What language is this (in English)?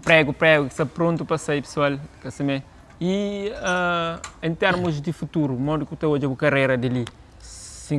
Kabuverdianu